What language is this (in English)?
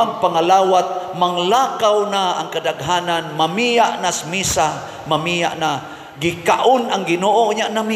Cebuano